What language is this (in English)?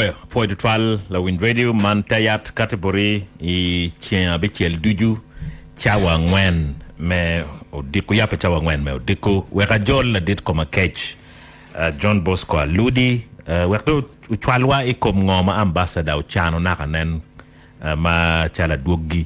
Acoli